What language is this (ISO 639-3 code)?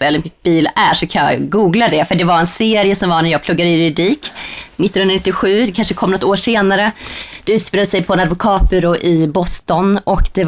swe